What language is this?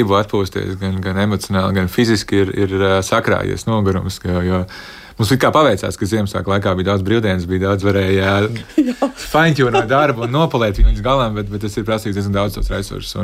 Latvian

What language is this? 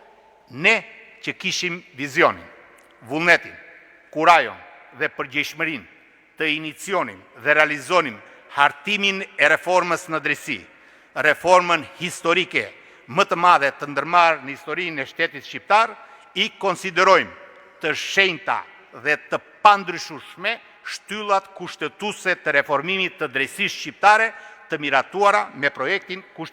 Albanian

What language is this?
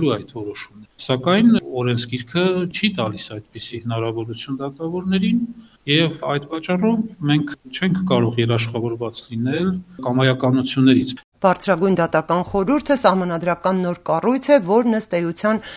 Armenian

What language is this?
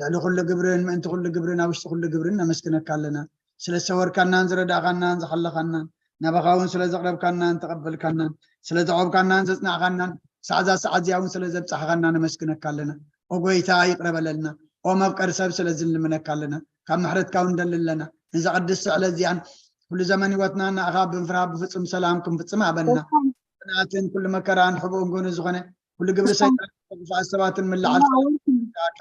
Tigrinya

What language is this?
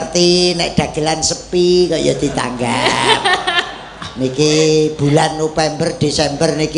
Javanese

